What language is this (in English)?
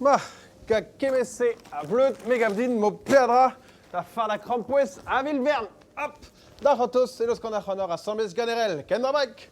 Breton